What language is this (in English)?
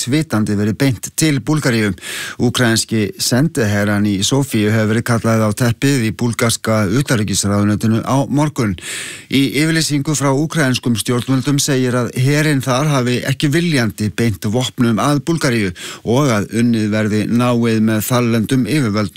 Icelandic